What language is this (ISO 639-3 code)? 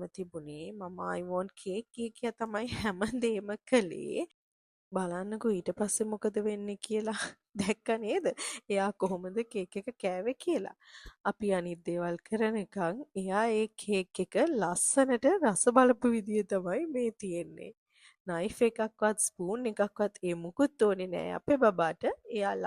sin